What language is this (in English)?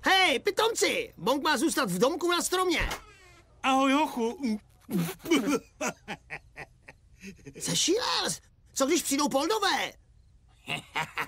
Czech